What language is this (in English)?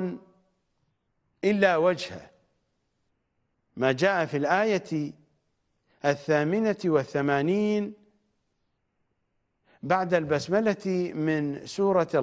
Arabic